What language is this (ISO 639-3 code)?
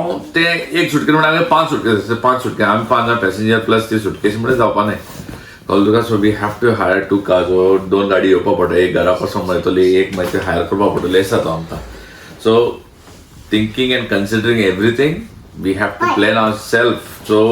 kok